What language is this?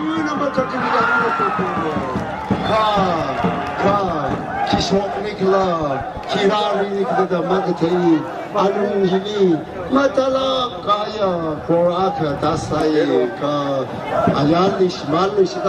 Tangkhul Naga (India)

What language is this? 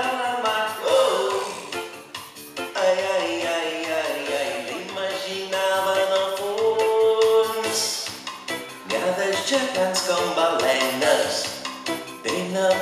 Catalan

